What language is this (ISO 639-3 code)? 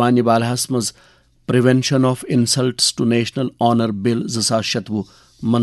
kas